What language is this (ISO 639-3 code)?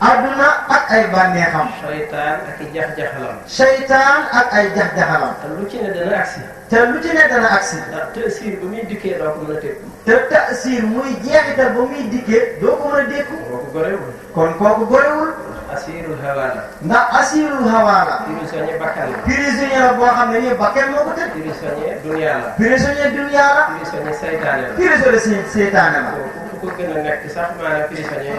wol